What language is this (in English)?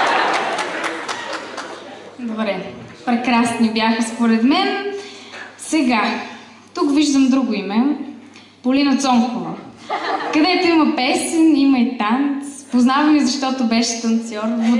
Bulgarian